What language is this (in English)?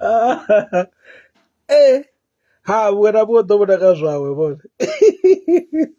Venda